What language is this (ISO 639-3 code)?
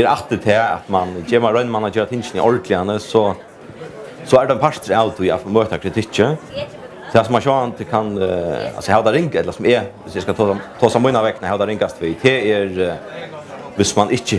fao